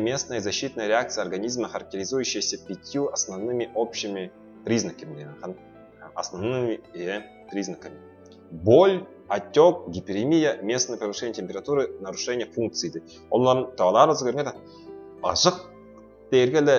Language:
Tuvinian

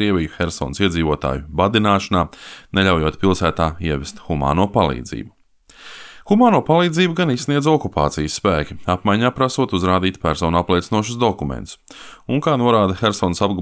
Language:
Latvian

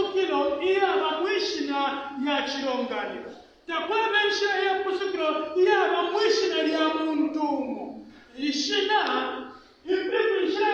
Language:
Bemba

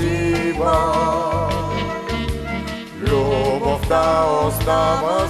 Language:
Bulgarian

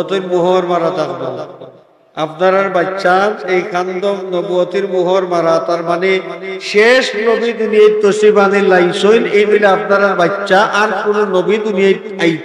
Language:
Sylheti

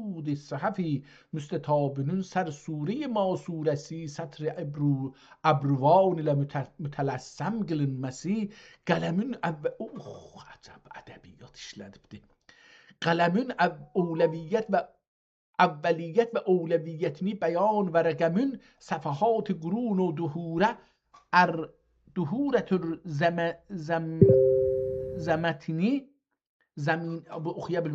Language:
South Azerbaijani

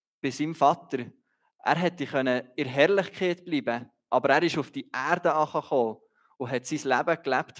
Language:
Swiss German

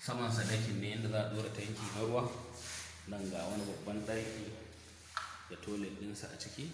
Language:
Hausa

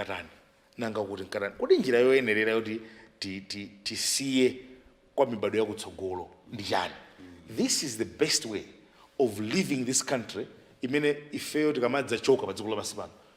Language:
Nyanja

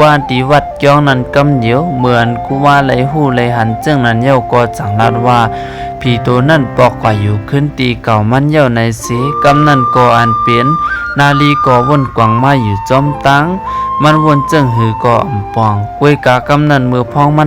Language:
Shan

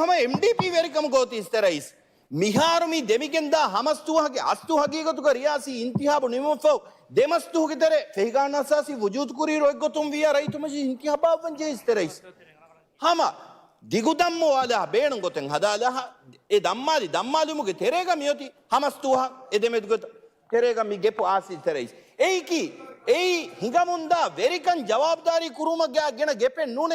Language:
Divehi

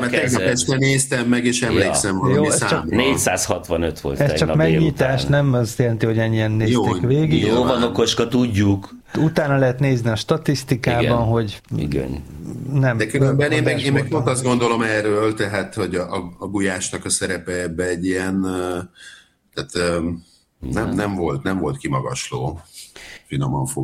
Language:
Hungarian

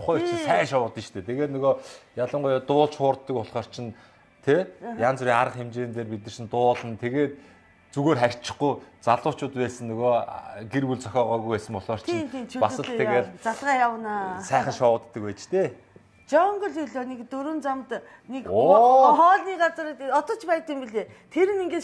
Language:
Mongolian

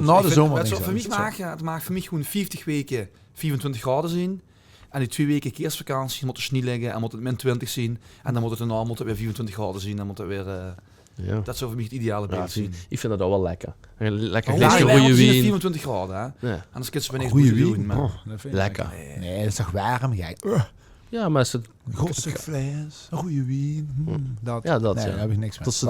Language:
Limburgish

